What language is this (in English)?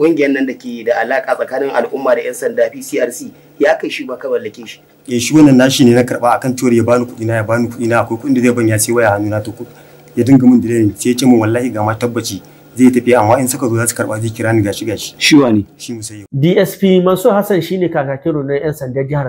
Hausa